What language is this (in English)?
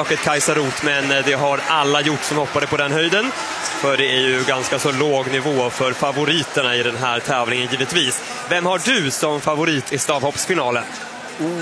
Swedish